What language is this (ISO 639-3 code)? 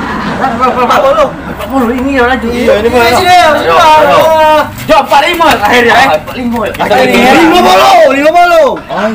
mui